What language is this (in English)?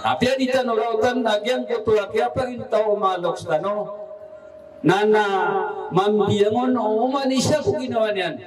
Maranao